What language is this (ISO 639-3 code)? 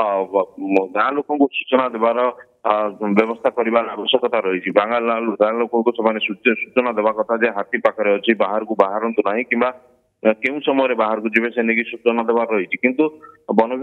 ori